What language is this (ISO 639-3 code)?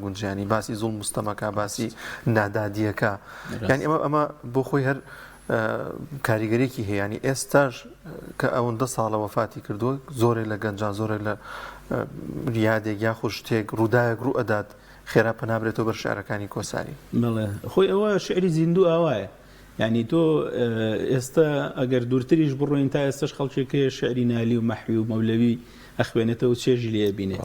ckb